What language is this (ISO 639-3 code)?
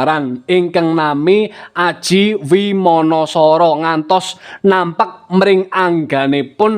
jav